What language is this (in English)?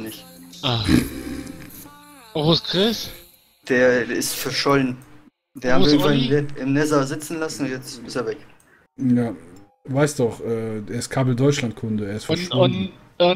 German